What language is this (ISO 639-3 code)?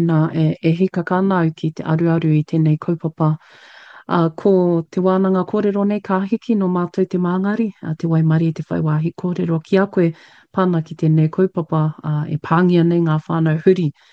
mri